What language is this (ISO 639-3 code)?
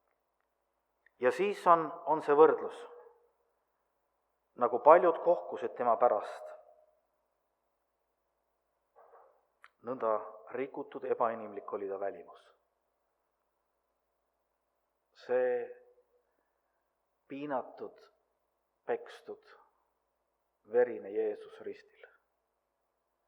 est